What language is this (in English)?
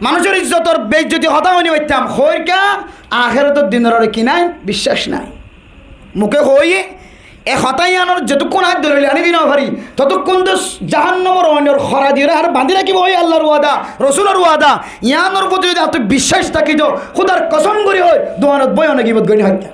Rohingya